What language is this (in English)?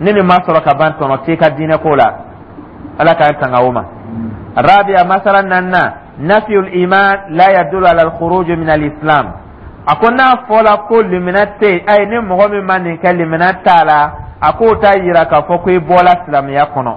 Dyula